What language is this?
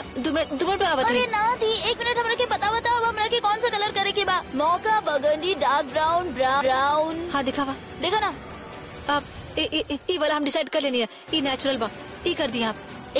Bhojpuri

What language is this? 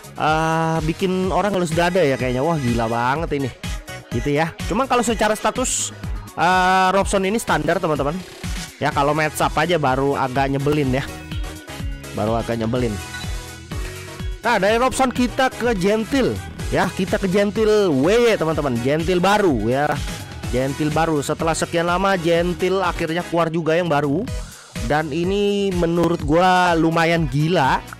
Indonesian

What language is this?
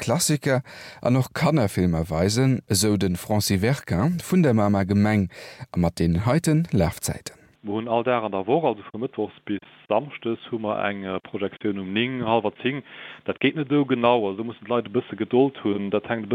Luxembourgish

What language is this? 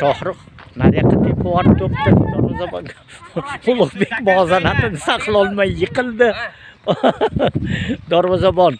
Uzbek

